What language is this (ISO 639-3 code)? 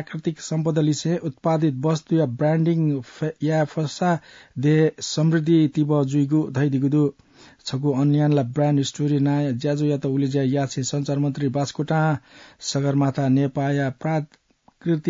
new